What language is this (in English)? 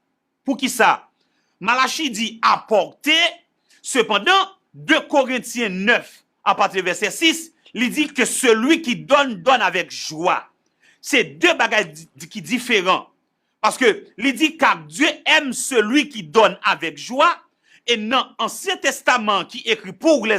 Haitian Creole